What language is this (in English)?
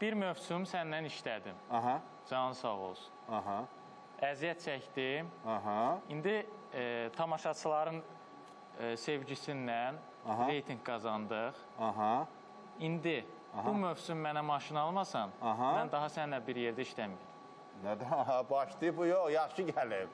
Azerbaijani